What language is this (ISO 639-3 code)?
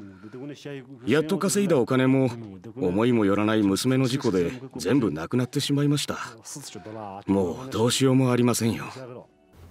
jpn